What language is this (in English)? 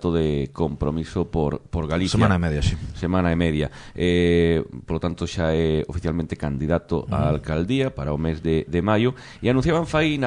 Galician